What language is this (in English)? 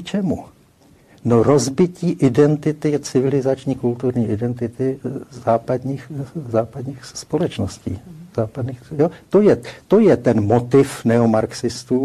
Czech